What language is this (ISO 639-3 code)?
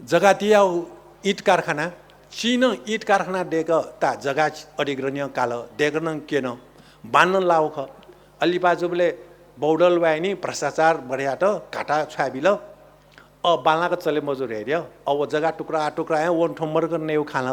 new